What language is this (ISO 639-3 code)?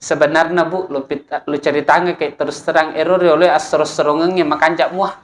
bug